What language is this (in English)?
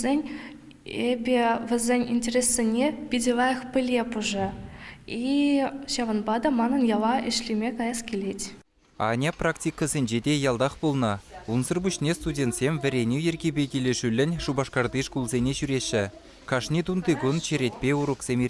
Chuvash